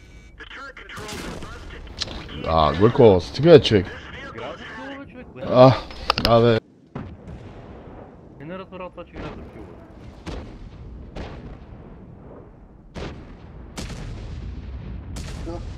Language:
Bulgarian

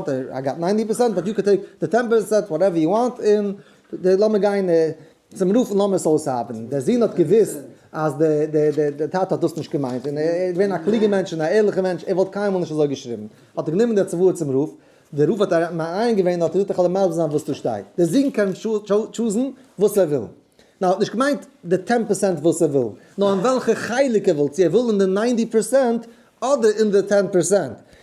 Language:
Yiddish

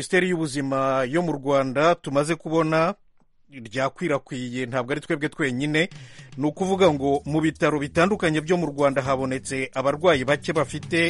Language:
Kinyarwanda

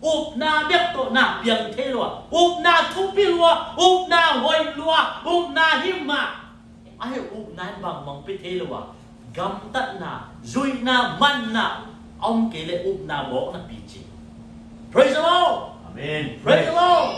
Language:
Tedim Chin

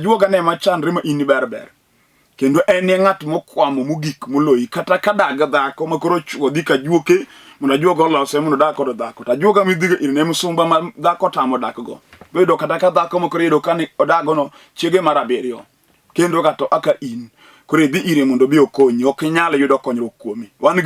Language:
Luo (Kenya and Tanzania)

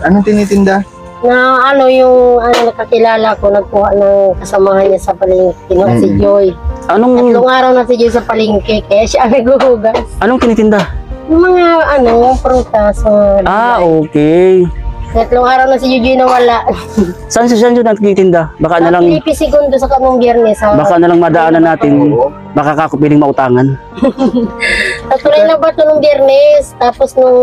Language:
Filipino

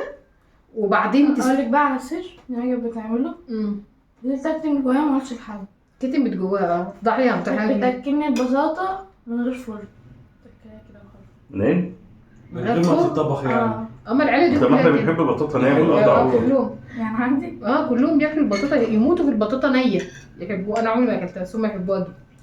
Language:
Egyptian Arabic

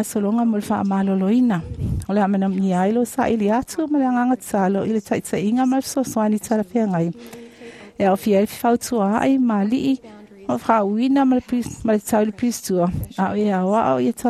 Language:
Samoan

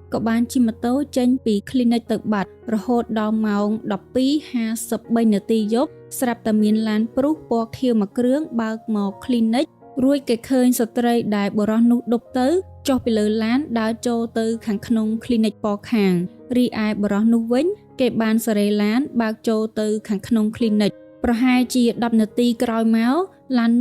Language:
Khmer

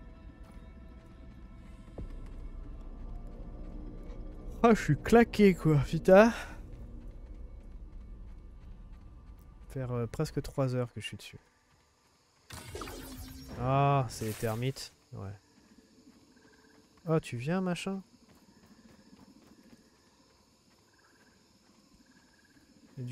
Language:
French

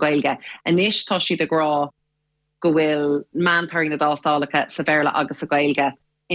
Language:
Irish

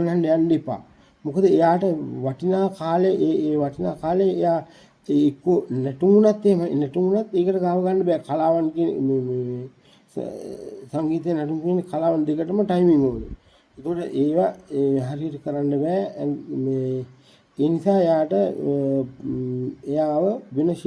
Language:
Sinhala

